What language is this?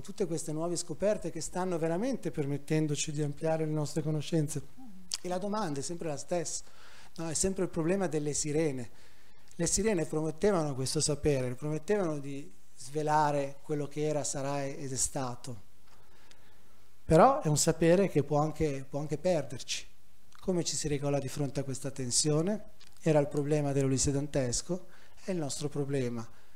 Italian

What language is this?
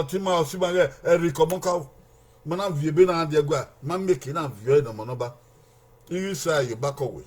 Bini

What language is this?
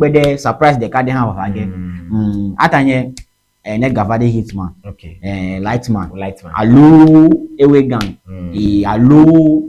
Ewe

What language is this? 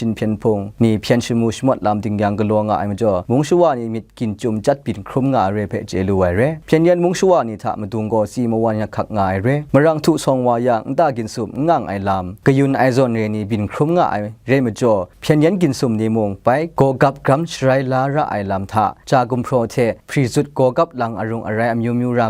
Kachin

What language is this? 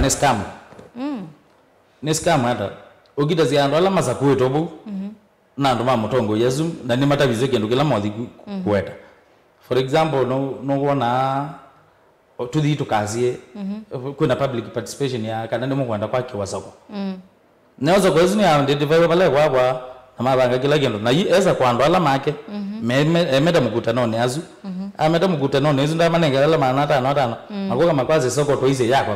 Kamba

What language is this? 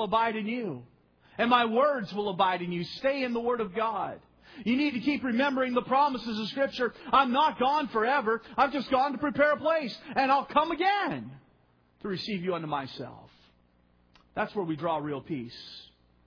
English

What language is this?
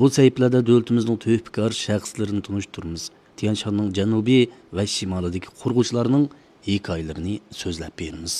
Uyghur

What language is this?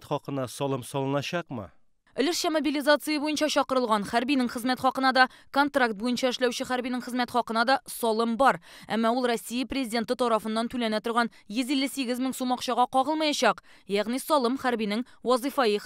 Tatar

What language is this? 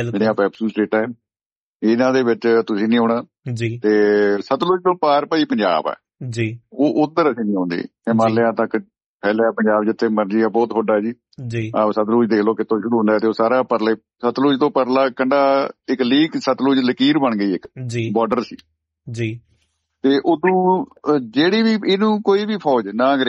Punjabi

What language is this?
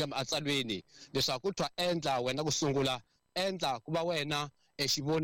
Tsonga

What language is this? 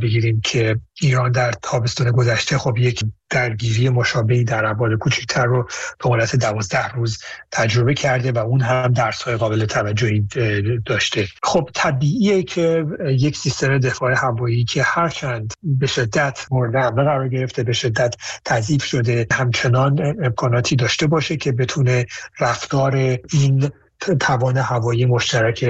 Persian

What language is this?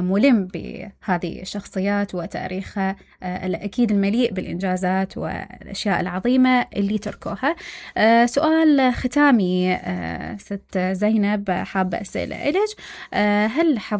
Mesopotamian Arabic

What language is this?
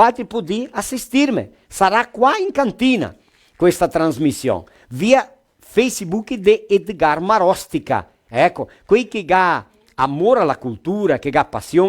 Venetian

